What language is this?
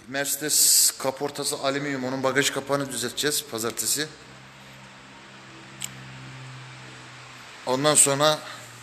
Turkish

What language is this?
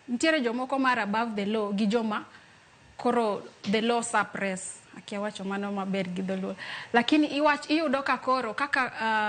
Luo (Kenya and Tanzania)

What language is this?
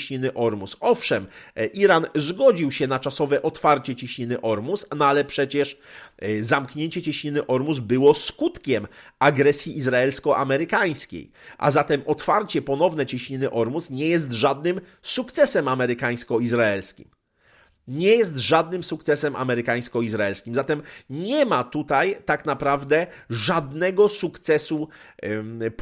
Polish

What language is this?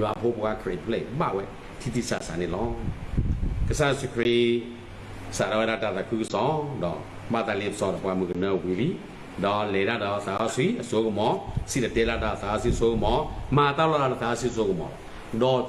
S'gaw Karen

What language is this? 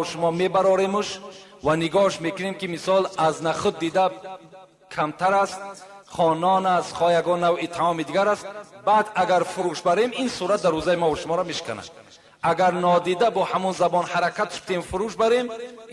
Tajik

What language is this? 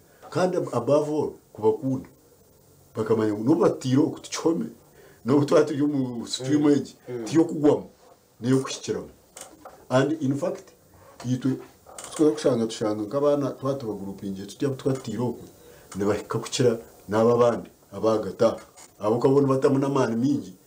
Nyankole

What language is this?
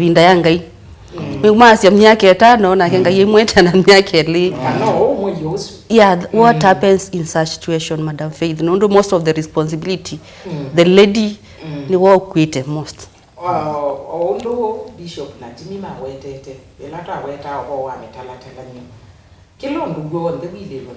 Kamba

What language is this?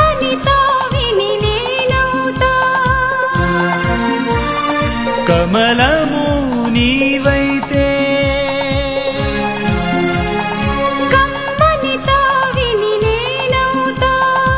Telugu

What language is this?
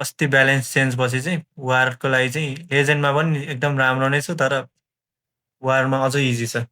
Nepali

